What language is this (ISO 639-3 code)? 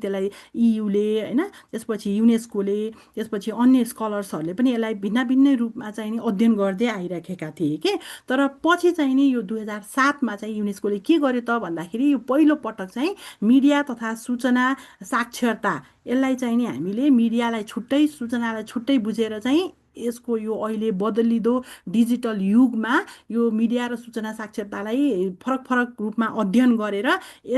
nep